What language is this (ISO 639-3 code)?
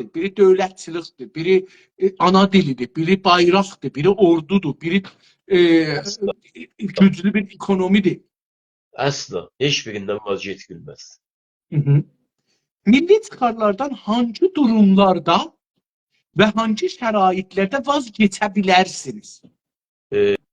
azb